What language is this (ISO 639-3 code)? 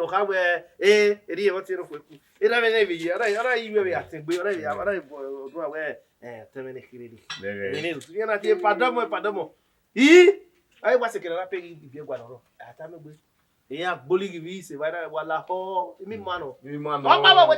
bin